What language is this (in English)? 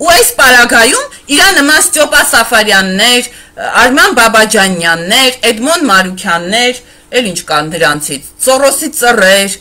Armenian